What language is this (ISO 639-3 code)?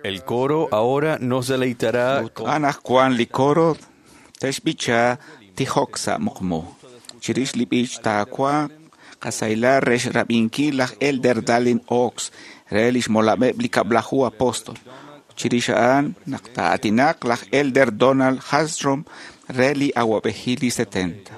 kek